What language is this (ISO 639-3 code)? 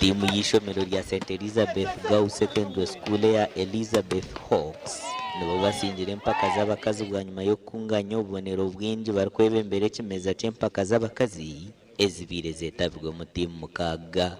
nyn